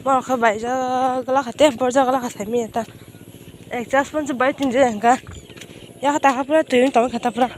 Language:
Kok Borok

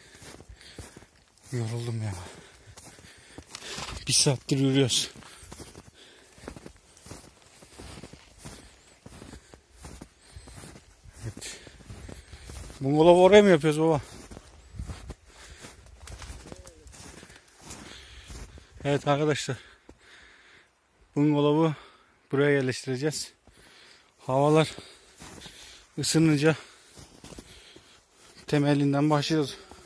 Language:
Turkish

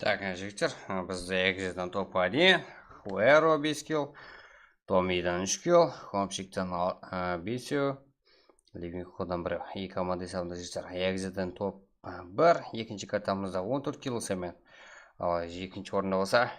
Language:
Kara-Kalpak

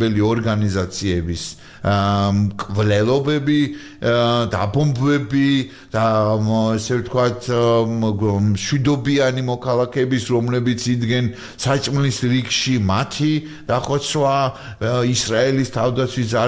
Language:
Georgian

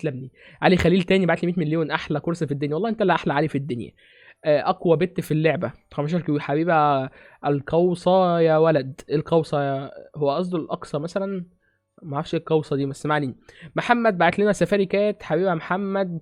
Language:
Egyptian Arabic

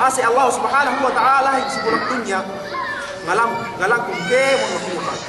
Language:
Yakan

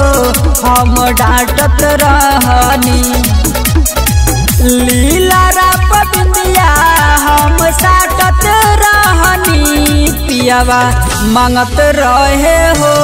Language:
Bhojpuri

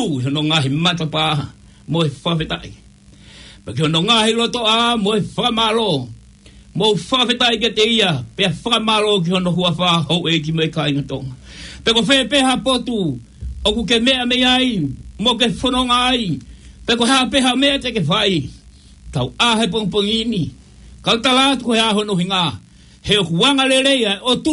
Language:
Tongan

